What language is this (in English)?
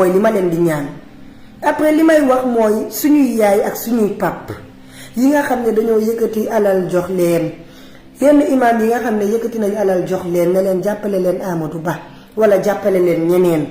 Wolof